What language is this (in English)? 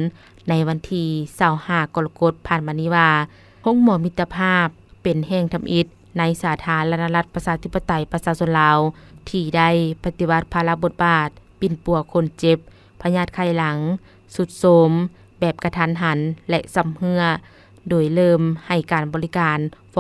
Lao